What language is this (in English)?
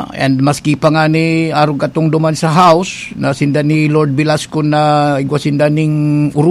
Bikol